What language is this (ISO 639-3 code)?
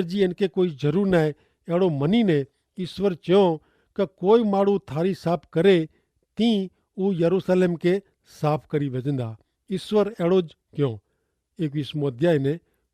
kfr